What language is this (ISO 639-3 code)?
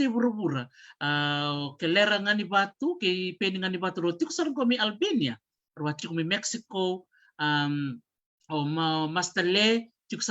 fij